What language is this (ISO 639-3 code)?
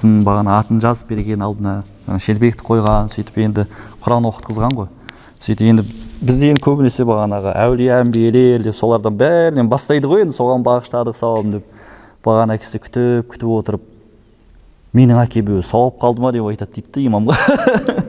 kaz